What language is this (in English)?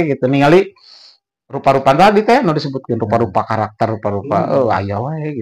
Sundanese